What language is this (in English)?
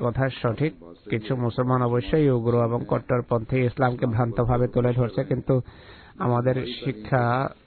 Bangla